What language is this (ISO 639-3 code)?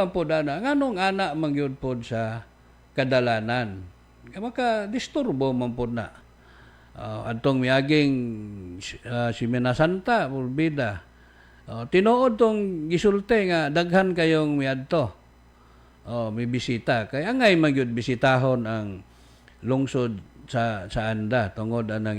ceb